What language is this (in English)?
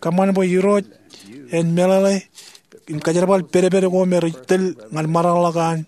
Marshallese